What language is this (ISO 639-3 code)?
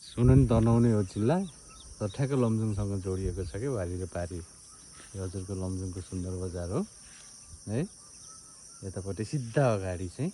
nep